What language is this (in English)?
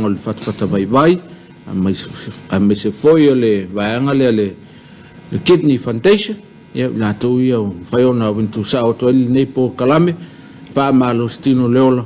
Samoan